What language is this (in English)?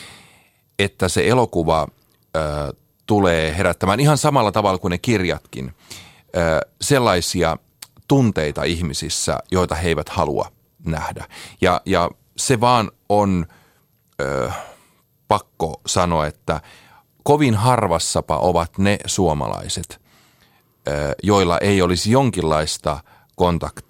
Finnish